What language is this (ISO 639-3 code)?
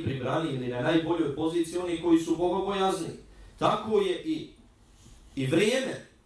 bos